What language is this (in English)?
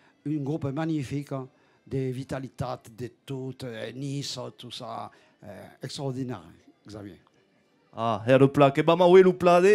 Occitan